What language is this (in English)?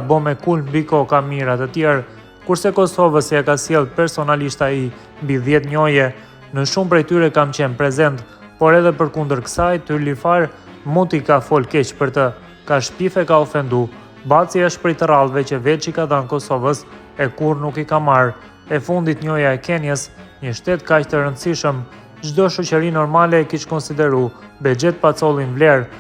Albanian